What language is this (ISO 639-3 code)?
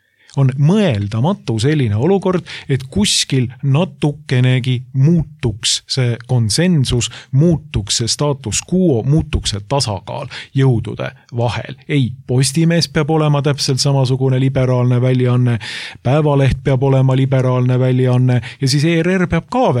est